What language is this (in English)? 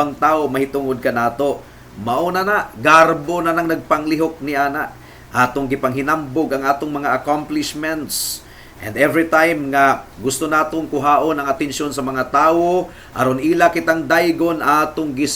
Cebuano